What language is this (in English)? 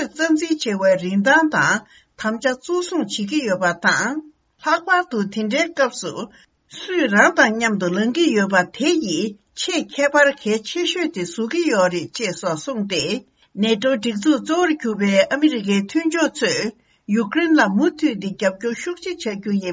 Tibetan